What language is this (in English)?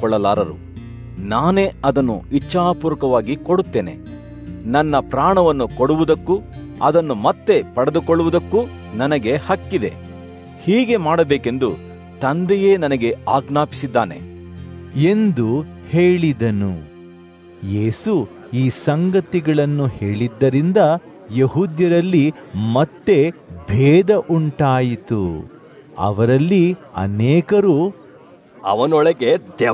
Kannada